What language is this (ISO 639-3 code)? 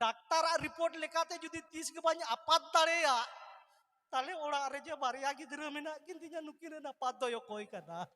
sat